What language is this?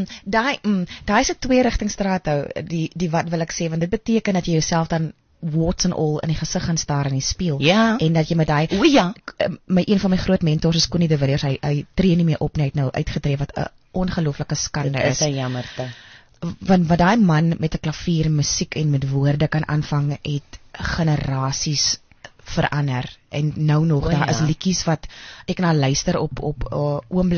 Afrikaans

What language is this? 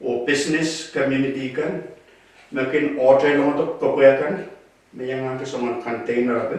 Pohnpeian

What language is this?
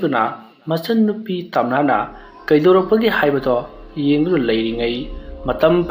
Manipuri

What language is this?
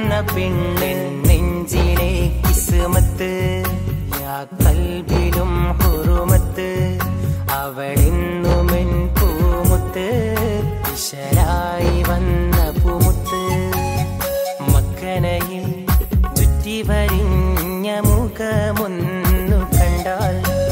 Malayalam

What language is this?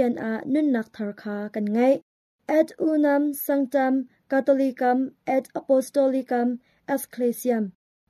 Hakha Chin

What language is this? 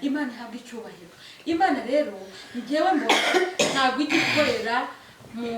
Kinyarwanda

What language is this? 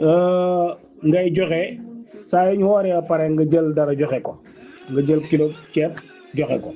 Wolof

